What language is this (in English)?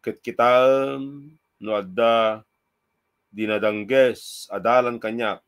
Iloko